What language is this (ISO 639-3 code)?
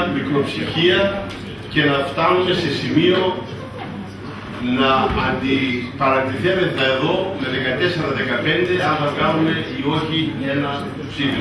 ell